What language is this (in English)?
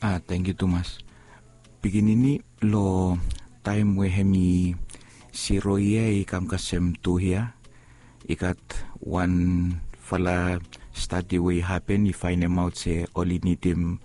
Bislama